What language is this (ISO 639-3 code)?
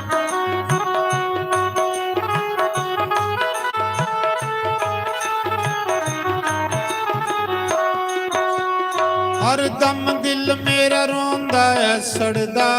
doi